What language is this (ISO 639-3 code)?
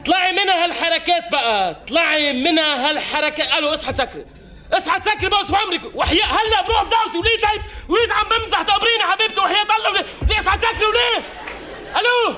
apc